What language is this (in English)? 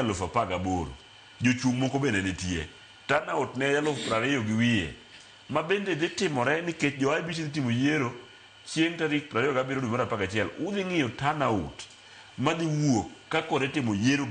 Luo (Kenya and Tanzania)